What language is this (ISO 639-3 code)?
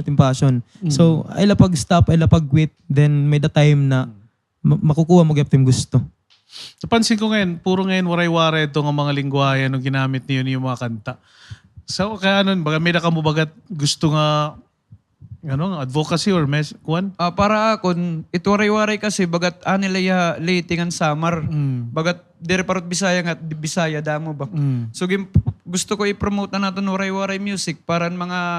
war